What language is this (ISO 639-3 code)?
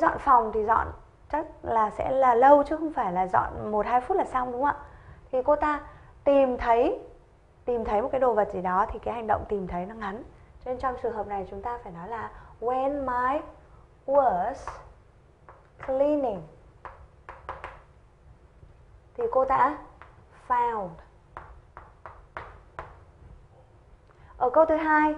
vie